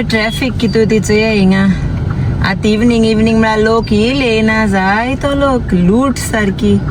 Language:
Konkani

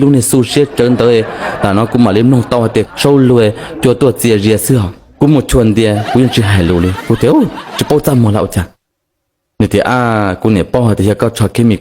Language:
Hmong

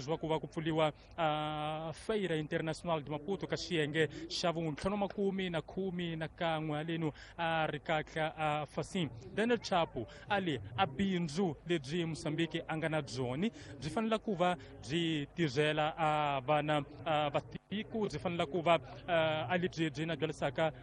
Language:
Tsonga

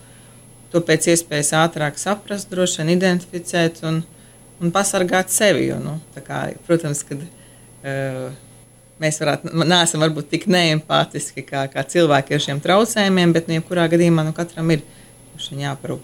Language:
Latvian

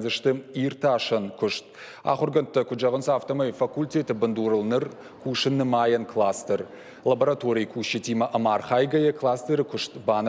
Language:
Ossetic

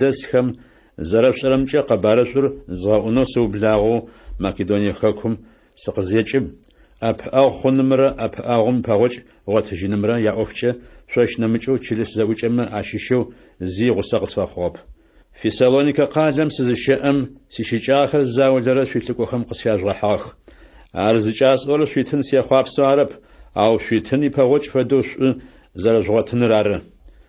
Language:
Adyghe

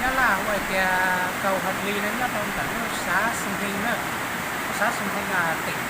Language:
Hmong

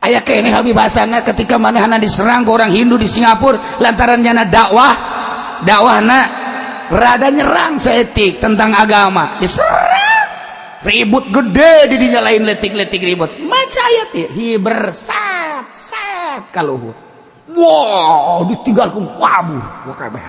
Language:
Sundanese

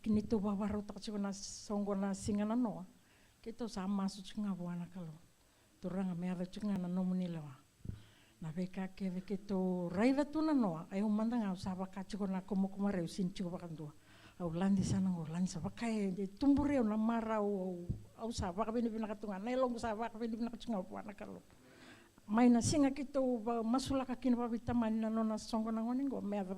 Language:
Fijian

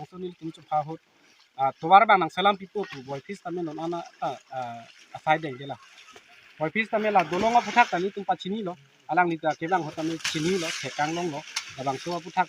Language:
Karbi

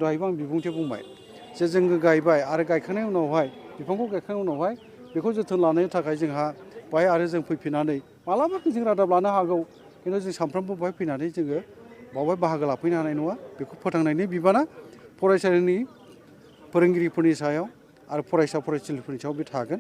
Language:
Bodo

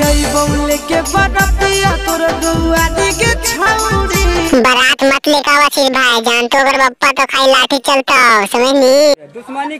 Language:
Magahi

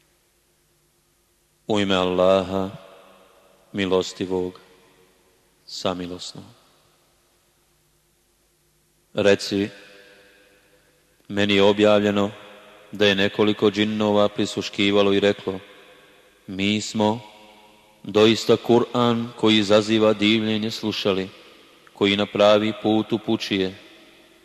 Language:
Bosnian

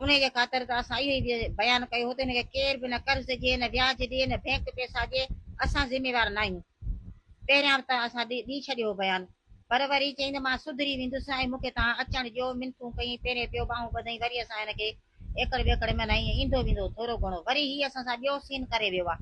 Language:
Sindhi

